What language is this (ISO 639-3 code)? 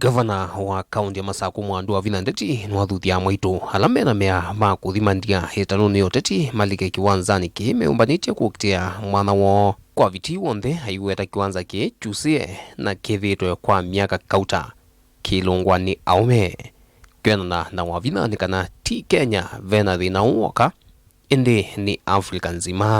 kam